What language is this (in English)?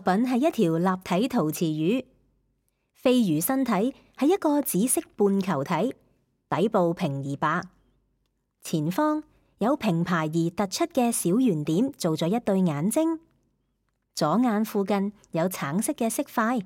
Cantonese